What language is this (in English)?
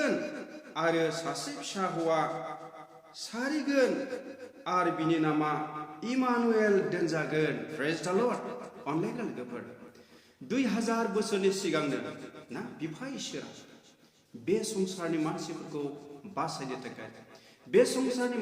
Bodo